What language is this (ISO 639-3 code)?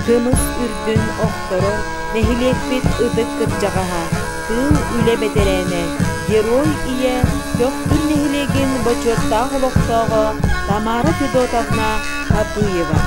sah